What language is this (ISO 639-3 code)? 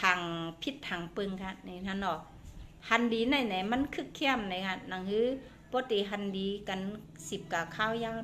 shn